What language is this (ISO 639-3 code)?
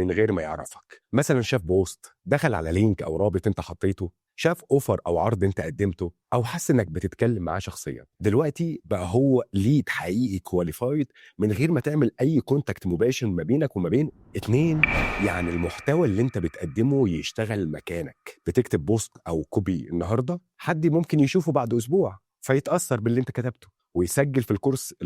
arz